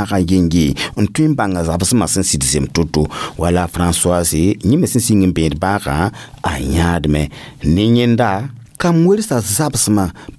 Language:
Mossi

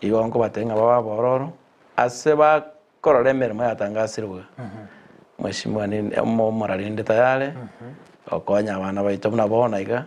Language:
Gusii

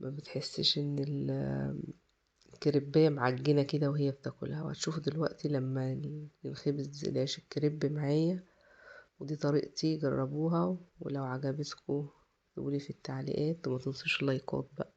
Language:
Egyptian Arabic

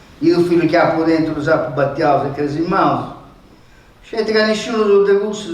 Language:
Sardinian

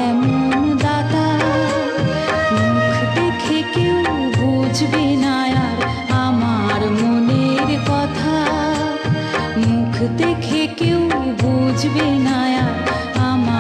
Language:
Bangla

